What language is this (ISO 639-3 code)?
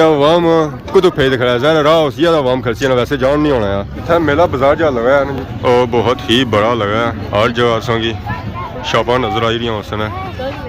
phr